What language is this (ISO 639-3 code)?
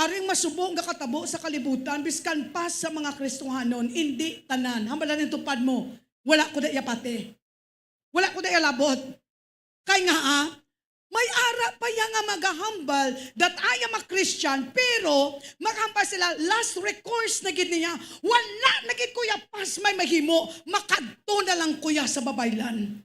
hil